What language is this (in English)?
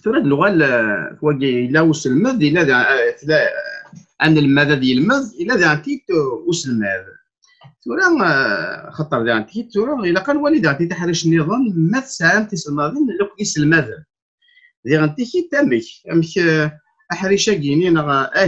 Kabyle